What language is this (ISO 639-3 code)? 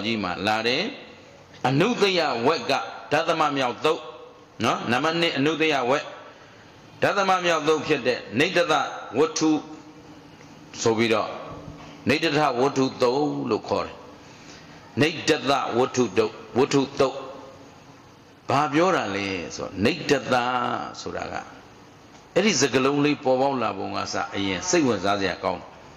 mya